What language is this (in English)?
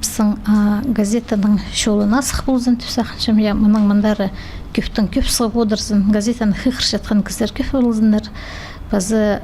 Khakas